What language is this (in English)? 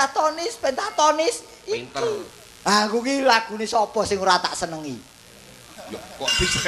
Javanese